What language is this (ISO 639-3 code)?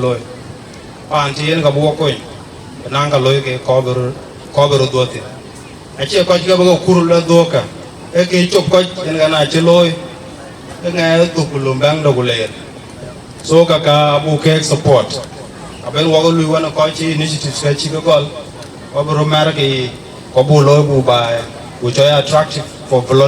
din